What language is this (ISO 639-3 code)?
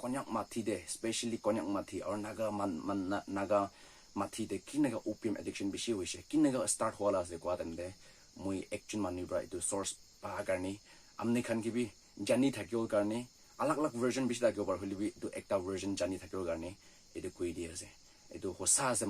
nag